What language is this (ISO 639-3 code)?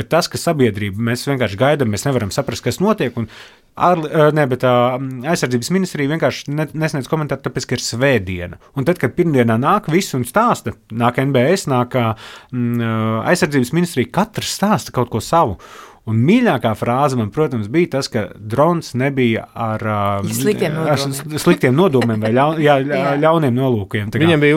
lav